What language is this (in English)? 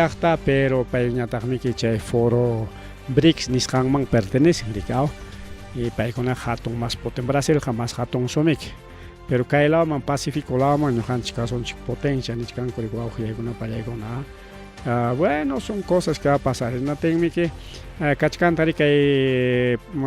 Ayacucho Quechua